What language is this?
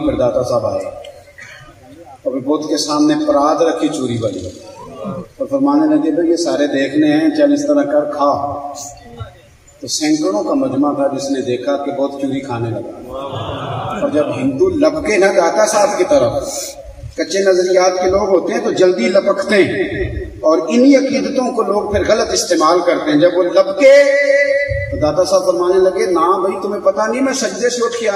Urdu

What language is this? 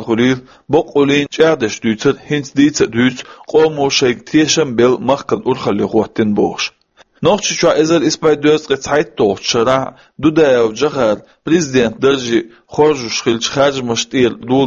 Chechen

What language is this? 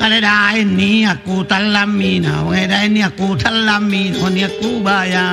Makasar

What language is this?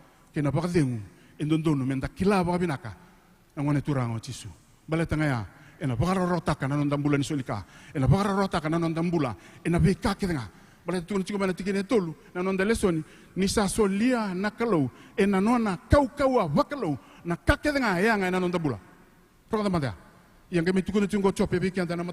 Fijian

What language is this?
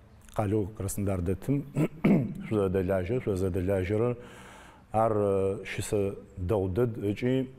Adyghe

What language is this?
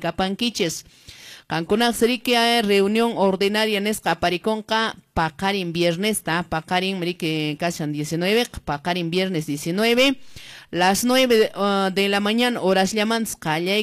Quechua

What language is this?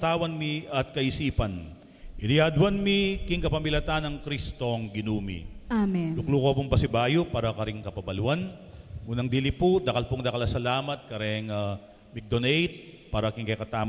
Pampanga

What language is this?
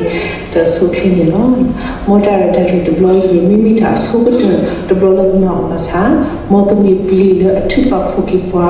S'gaw Karen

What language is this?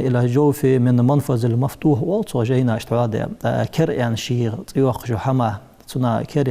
Ingush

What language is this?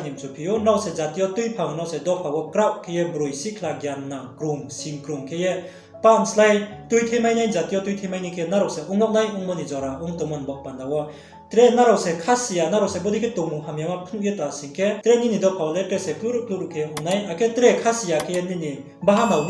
Riang (India)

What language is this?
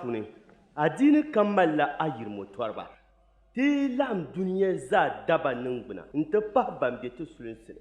Dagbani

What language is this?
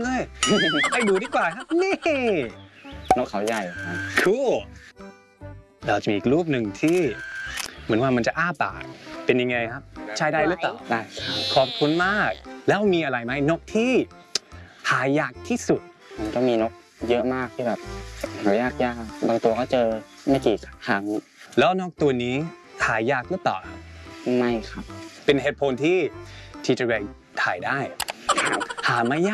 Thai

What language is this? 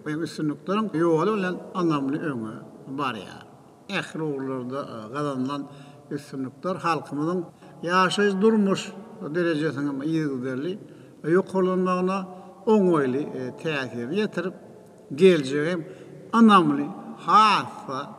Turkmen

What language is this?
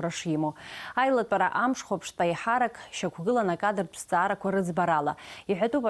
Abkhazian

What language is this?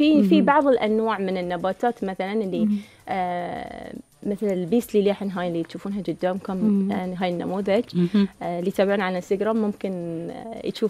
Gulf Arabic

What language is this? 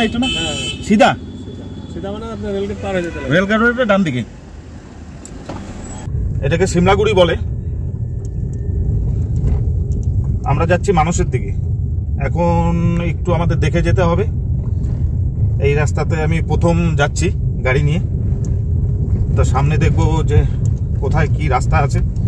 Bangla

